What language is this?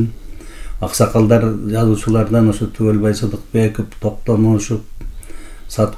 Kyrgyz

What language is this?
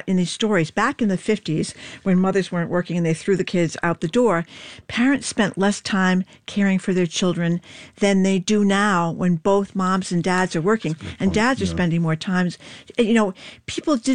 English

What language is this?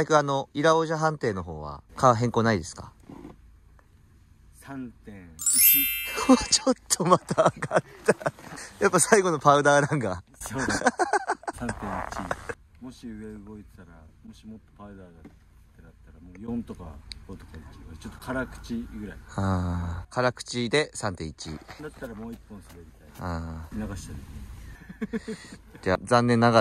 Japanese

